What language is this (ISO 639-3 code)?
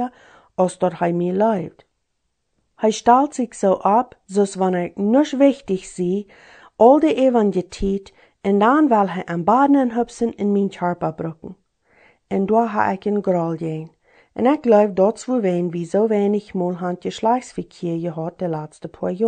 pdt